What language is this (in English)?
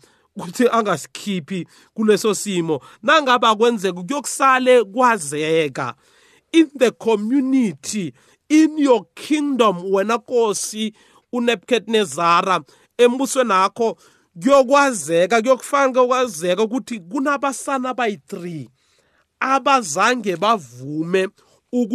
South Ndebele